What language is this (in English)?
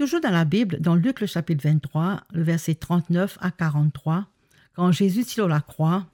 Morisyen